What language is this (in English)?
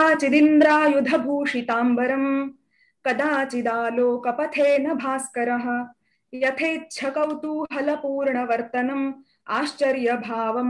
Sanskrit